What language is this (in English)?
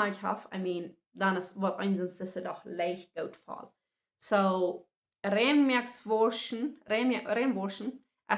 Plautdietsch